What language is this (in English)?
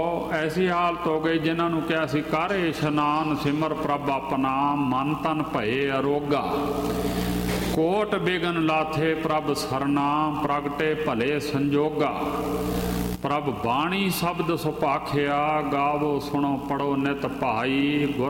Punjabi